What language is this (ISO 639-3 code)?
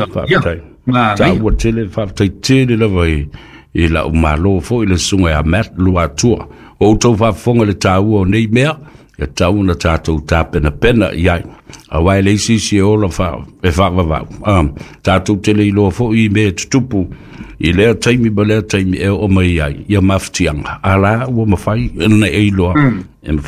smo